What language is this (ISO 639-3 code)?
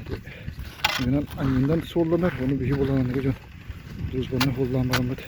sah